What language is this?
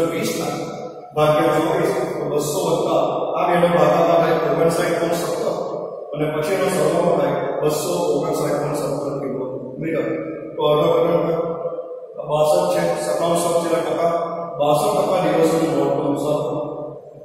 Gujarati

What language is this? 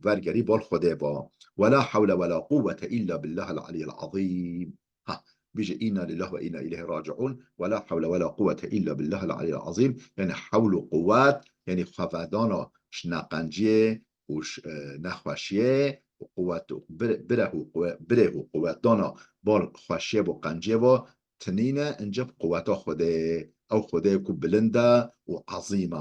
Kurdish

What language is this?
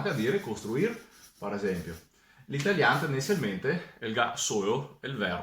Venetian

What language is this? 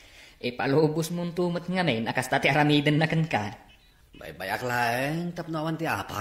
Iloko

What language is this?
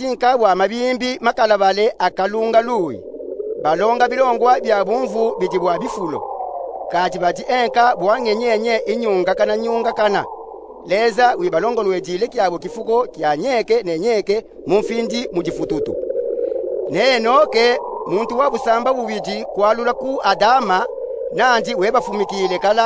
Luba-Katanga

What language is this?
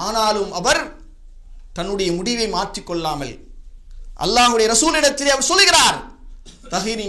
Tamil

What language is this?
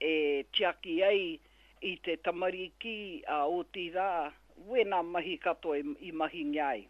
Māori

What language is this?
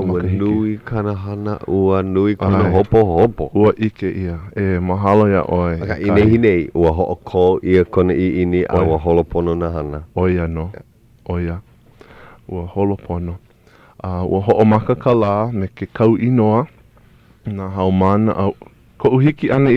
Hawaiian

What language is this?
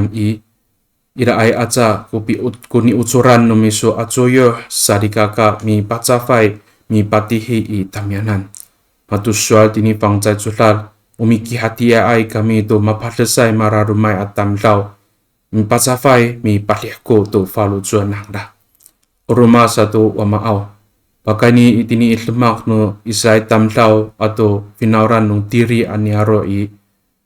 Amis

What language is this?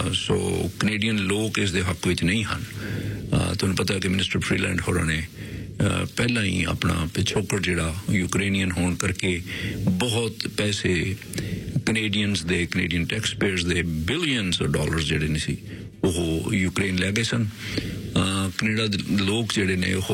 Punjabi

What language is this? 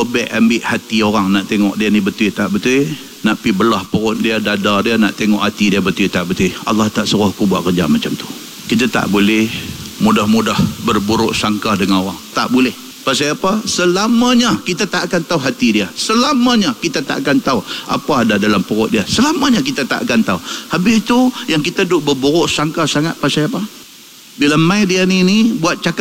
Malay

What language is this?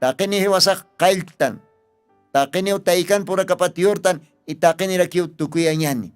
Aymara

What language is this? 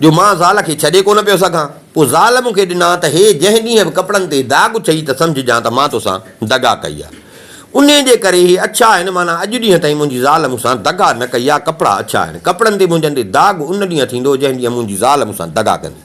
Sindhi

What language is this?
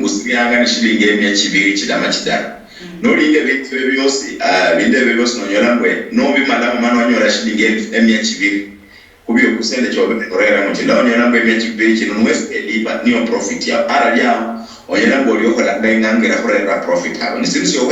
Luyia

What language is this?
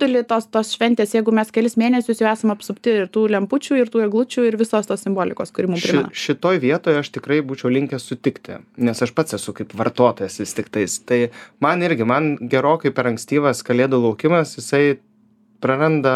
Lithuanian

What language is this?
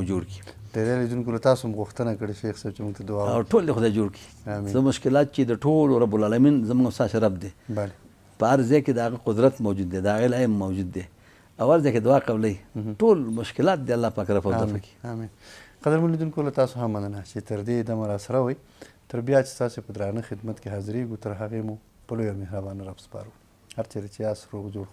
Pashto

